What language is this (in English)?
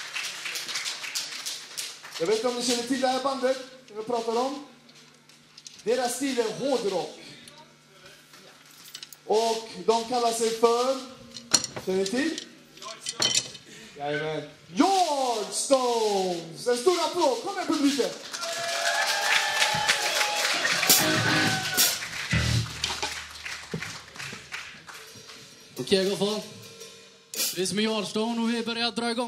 Swedish